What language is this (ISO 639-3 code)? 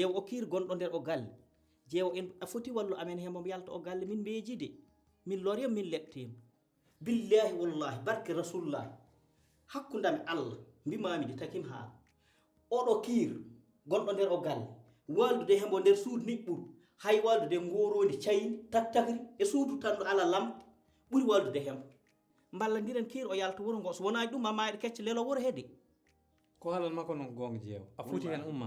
ful